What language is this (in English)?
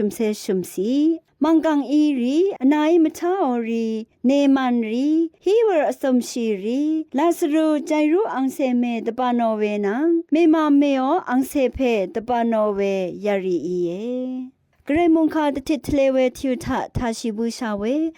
Rawang